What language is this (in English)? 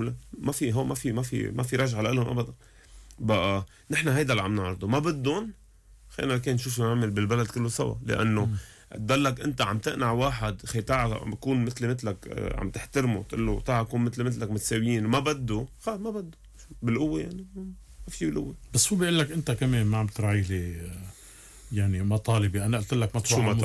North Levantine Arabic